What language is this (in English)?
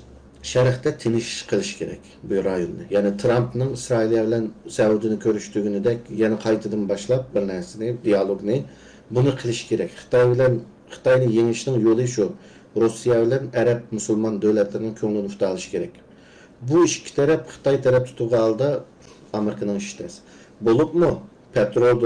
Uyghur